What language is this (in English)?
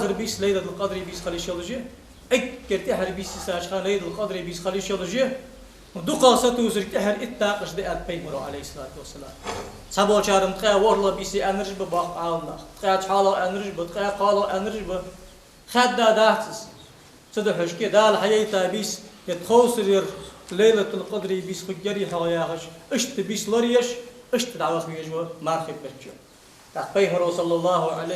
Ingush